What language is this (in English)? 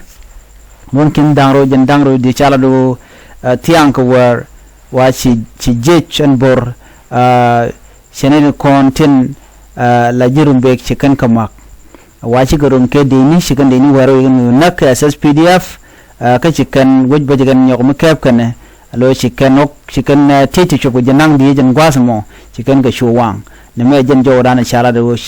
Nuer